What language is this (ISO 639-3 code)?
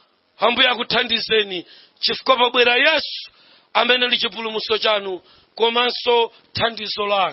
nya